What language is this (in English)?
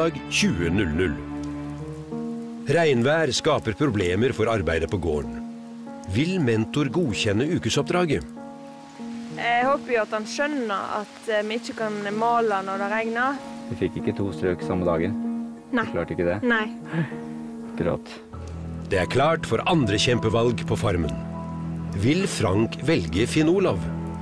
Norwegian